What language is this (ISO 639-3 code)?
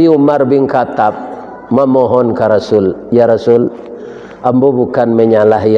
min